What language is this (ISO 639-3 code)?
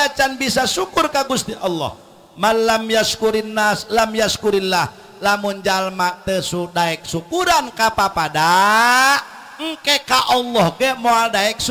sun